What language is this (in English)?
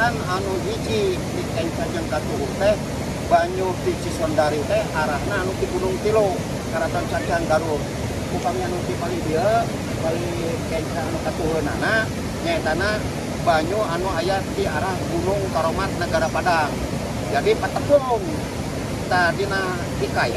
Sundanese